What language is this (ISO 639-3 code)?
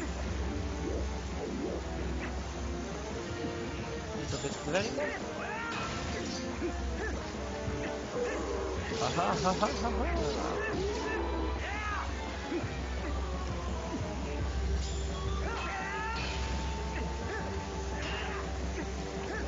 nld